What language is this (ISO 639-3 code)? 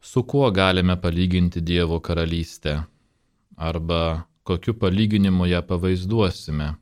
lit